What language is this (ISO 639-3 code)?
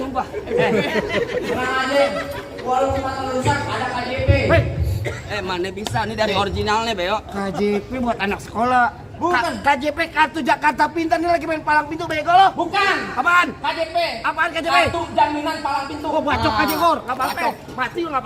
bew